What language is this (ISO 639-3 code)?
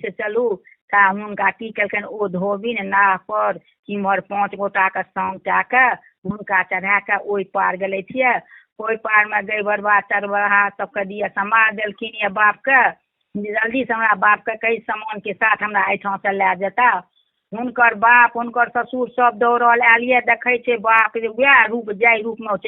mai